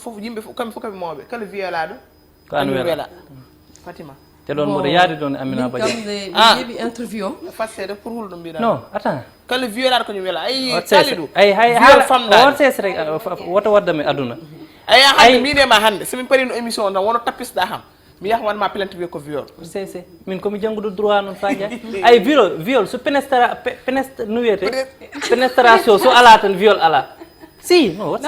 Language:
Fula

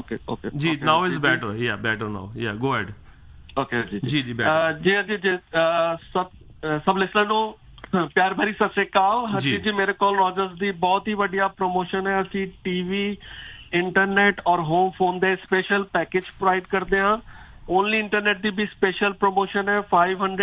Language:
Punjabi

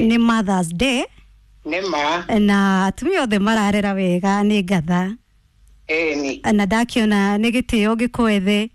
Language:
Kikuyu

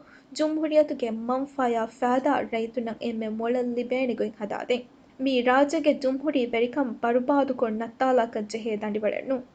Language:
Divehi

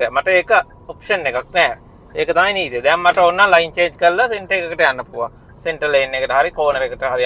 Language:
Sinhala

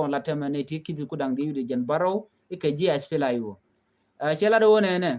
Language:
Nuer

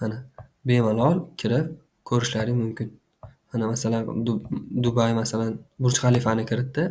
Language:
Uzbek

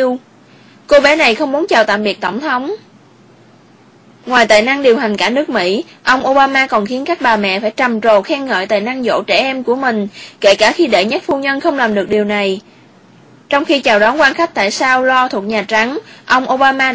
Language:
Vietnamese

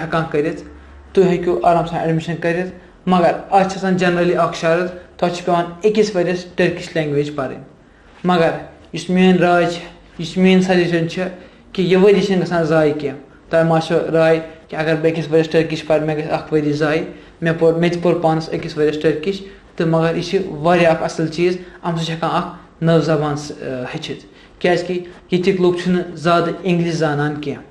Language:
Kashmiri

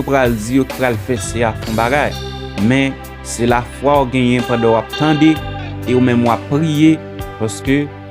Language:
Haitian Creole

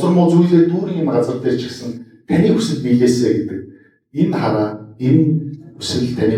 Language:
Mongolian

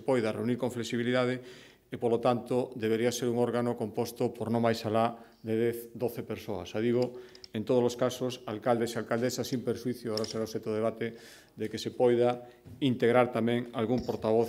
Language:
Galician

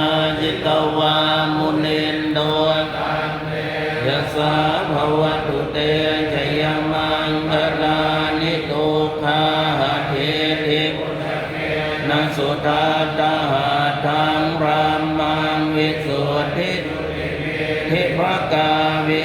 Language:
Pali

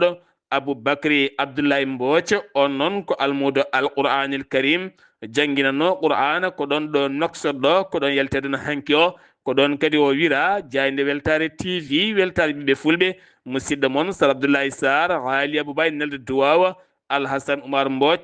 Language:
Fula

